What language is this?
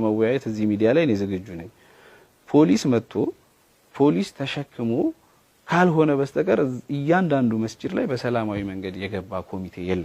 Amharic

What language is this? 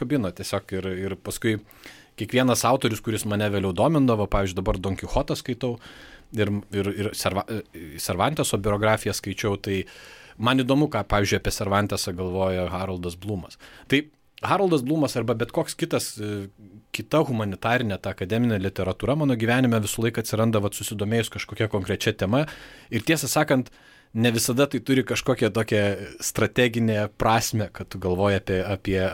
Lithuanian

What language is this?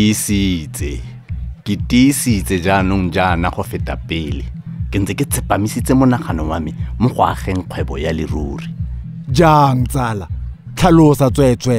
Tswana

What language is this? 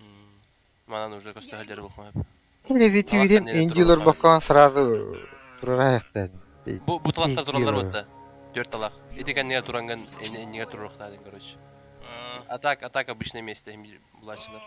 Yakut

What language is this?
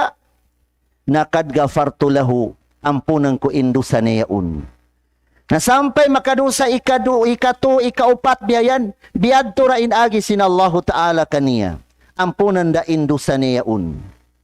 Tausug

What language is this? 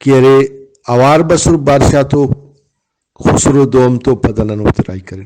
Brahui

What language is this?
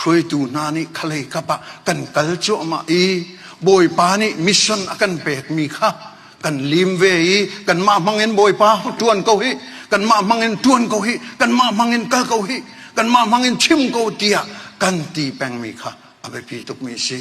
Hakha Chin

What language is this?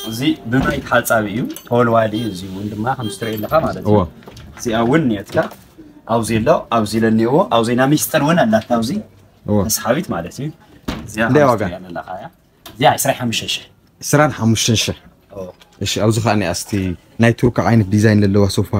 Tigrinya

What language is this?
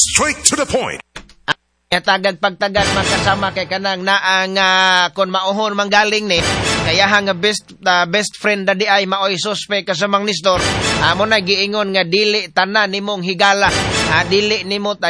Cebuano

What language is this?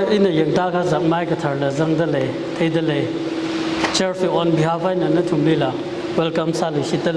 Tangkhul Naga (India)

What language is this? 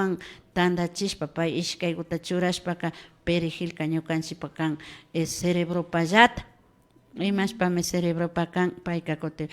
Imbabura Highland Quichua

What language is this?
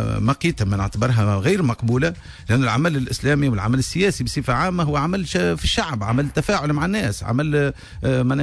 Tunisian Arabic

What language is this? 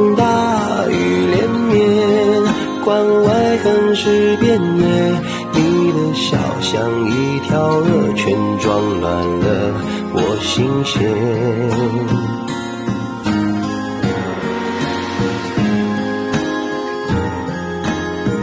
Chinese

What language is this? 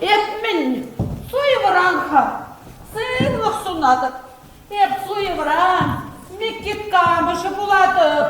Chuvash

